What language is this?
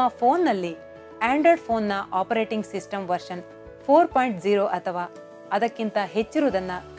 Kannada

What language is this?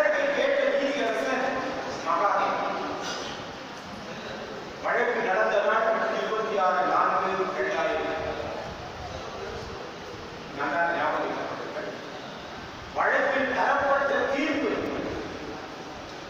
Tamil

